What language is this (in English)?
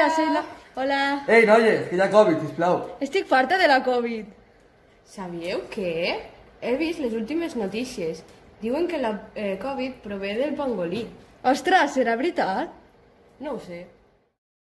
Catalan